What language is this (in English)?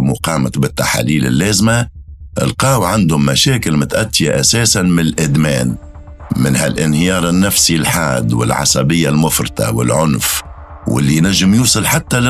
Tunisian Arabic